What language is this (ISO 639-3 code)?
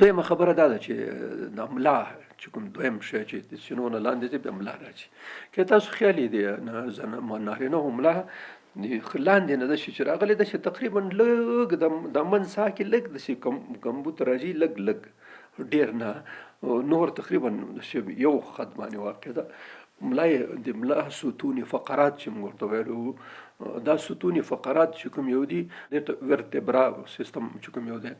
pus